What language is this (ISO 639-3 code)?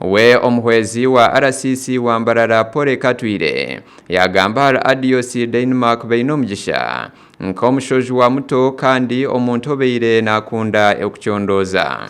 nyn